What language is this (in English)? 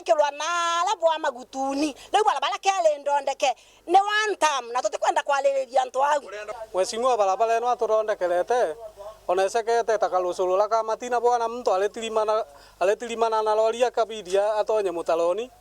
Meru